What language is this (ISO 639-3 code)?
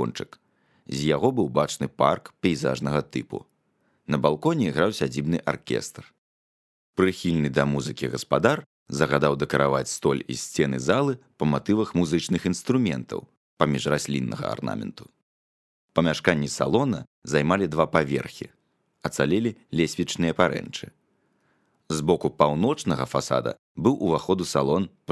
bel